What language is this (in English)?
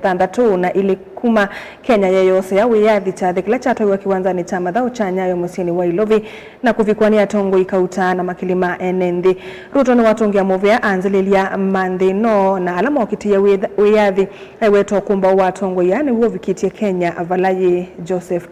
Kamba